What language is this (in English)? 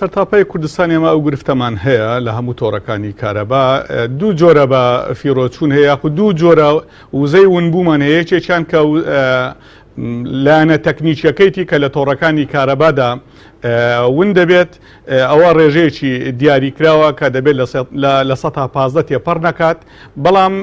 Central Kurdish